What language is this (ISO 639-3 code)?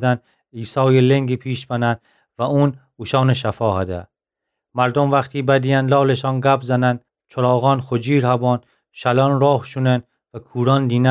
glk